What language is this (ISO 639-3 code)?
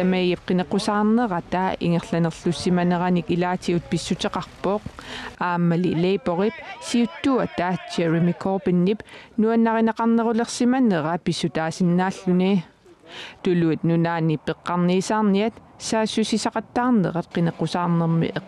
kal